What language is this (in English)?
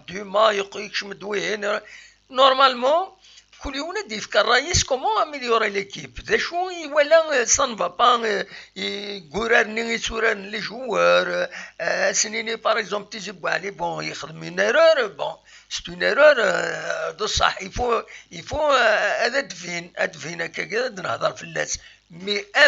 Kabyle